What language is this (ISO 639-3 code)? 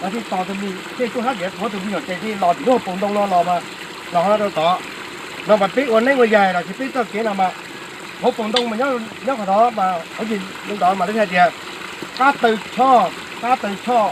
hmn